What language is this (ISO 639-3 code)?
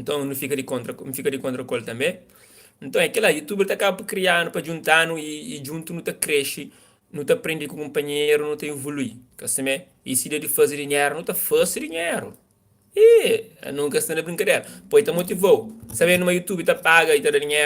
kea